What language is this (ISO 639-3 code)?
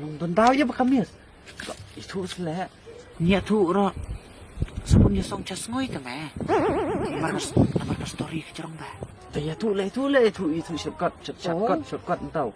kha